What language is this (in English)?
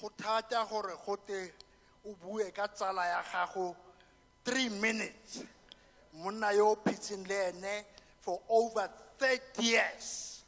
Tswana